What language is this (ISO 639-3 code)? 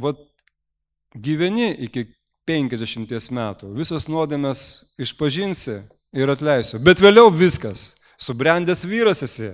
lit